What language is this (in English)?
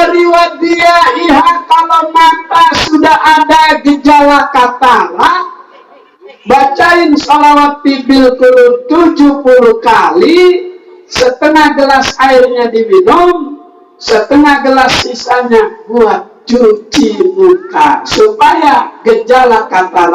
Betawi